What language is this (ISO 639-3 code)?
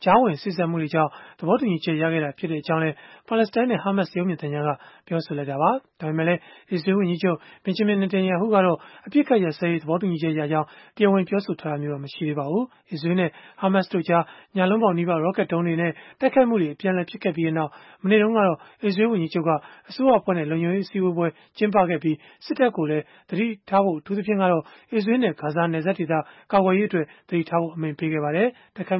mya